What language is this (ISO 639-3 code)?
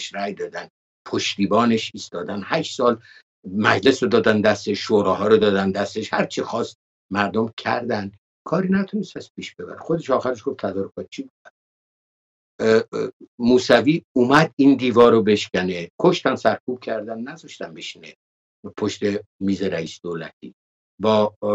fas